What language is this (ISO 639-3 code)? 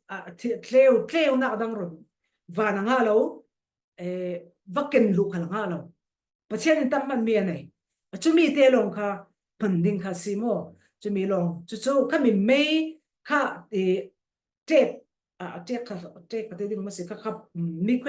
cfm